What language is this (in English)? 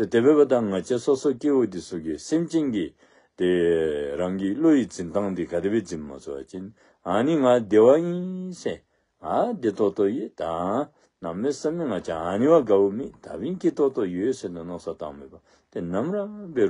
Dzongkha